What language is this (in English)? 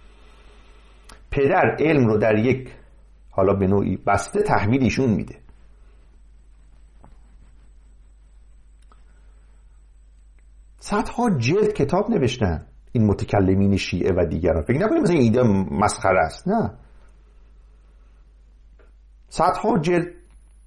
Persian